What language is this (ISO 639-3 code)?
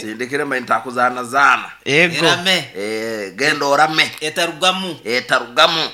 nyo